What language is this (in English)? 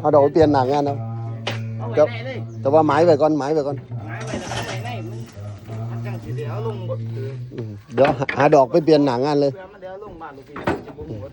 Northeastern Thai